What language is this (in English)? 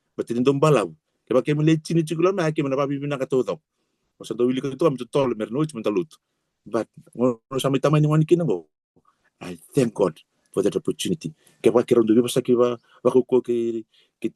Fijian